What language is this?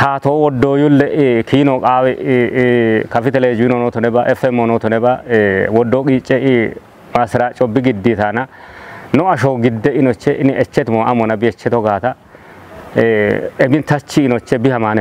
Kafa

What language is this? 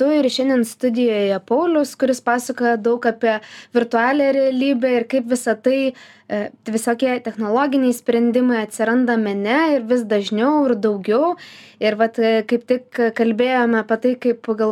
Lithuanian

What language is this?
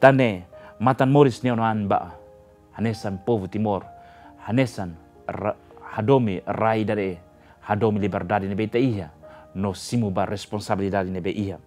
Tetum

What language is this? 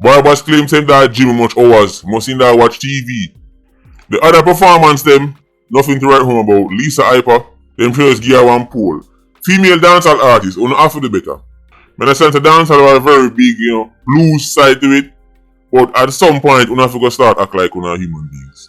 Jamaican Creole English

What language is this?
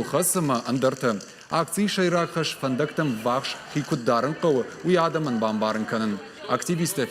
Ossetic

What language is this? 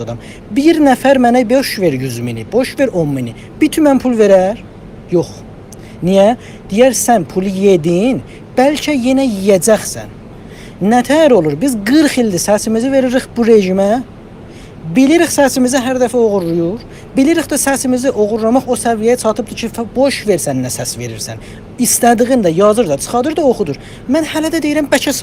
South Azerbaijani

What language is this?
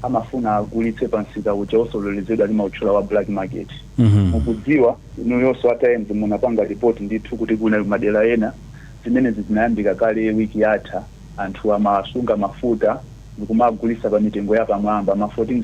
Nyanja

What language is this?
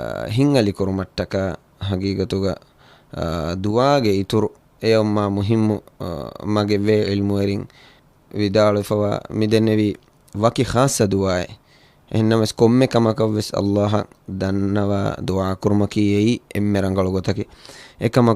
Divehi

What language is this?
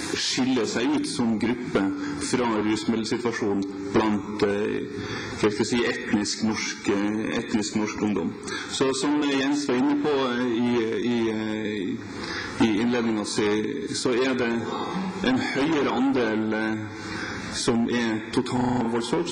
Norwegian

